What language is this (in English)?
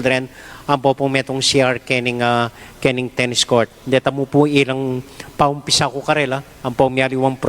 Pampanga